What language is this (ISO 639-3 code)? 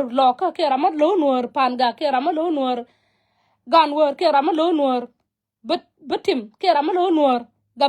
nus